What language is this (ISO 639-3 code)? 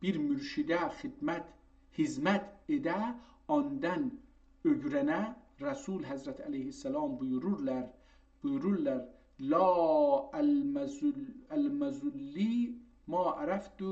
azb